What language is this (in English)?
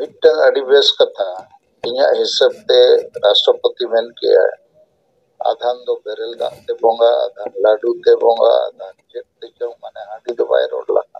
Santali